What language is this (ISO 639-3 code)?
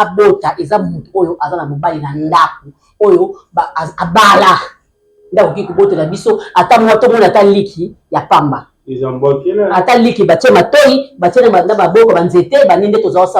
lin